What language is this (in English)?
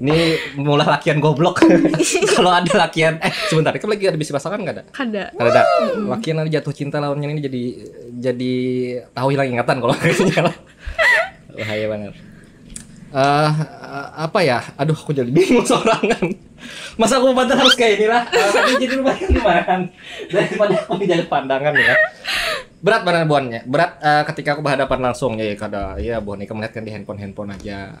Banjar